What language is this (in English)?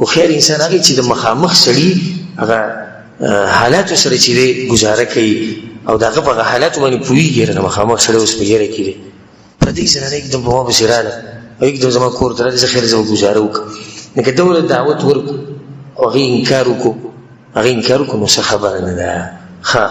Pashto